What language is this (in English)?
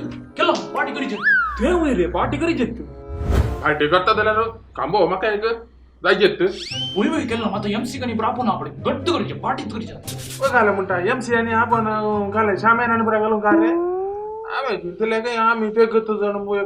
Konkani